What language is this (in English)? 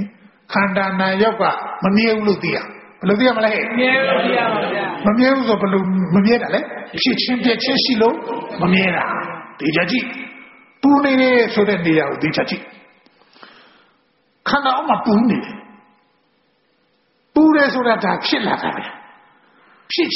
Burmese